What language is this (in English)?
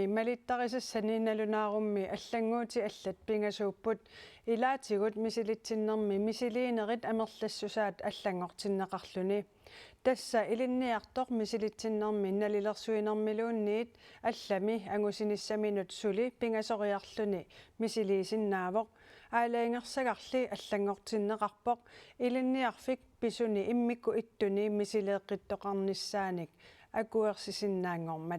Kalaallisut